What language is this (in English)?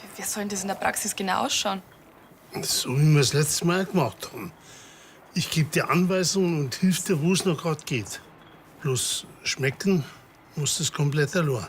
Bavarian